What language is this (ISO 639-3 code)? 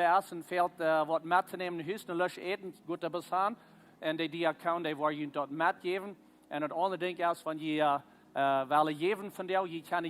pdt